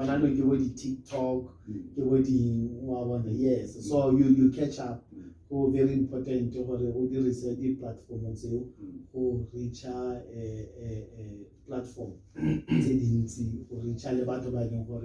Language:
Tswana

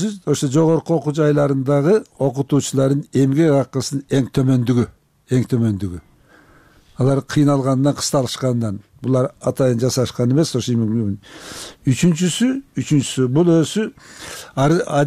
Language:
Kyrgyz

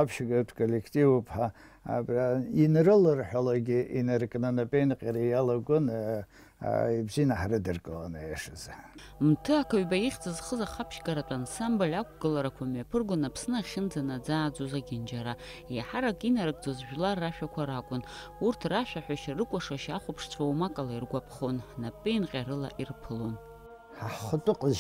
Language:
Abkhazian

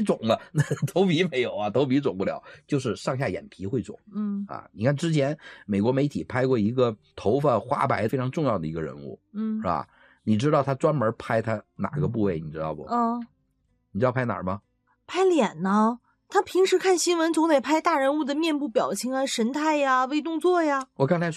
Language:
Chinese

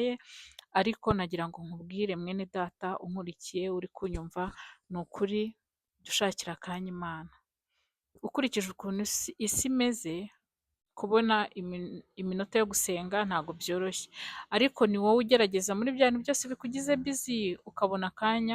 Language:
Kinyarwanda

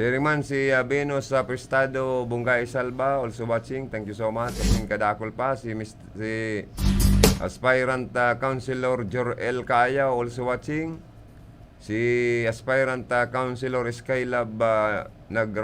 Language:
Bikol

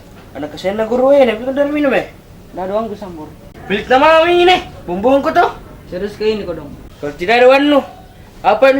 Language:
Makassar Malay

